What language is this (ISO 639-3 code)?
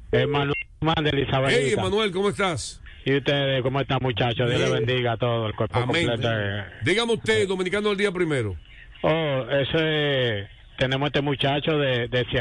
spa